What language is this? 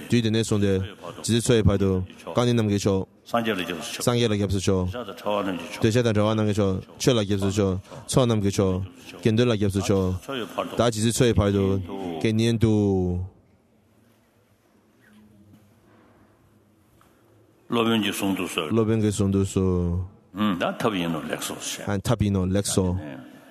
Chinese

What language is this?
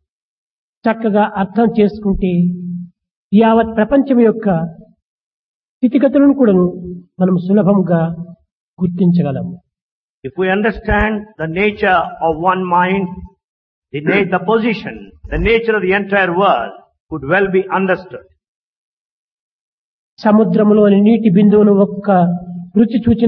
Telugu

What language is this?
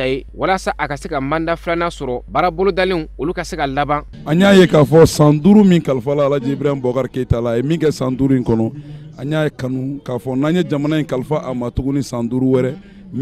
Bambara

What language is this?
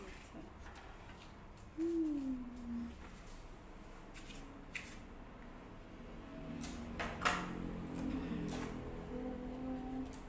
Malay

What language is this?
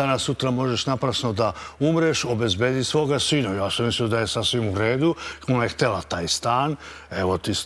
Serbian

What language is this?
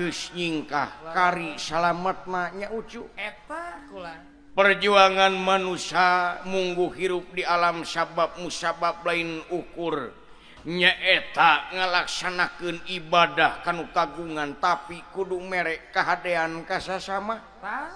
Sundanese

